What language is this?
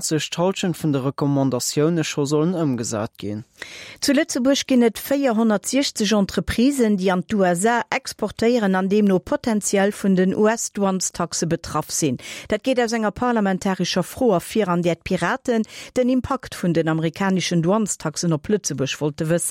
Luxembourgish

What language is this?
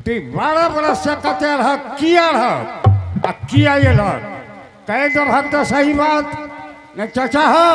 Angika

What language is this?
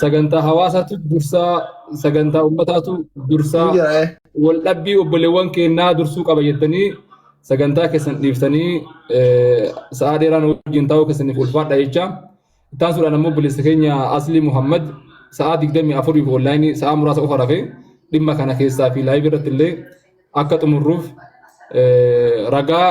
Oromo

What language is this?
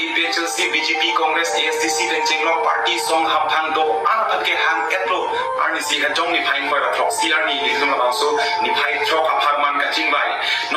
Karbi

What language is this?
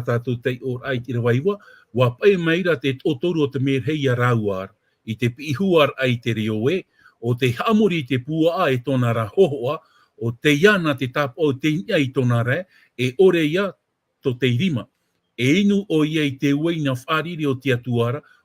Tahitian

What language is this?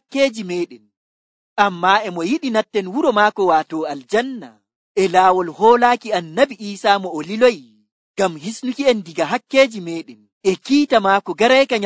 Nigerian Fulfulde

